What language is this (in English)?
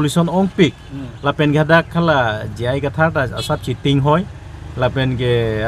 Karbi